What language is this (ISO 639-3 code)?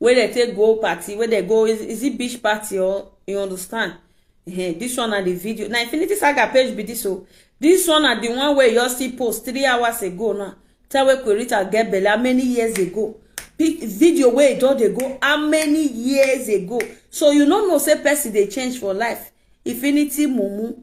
pcm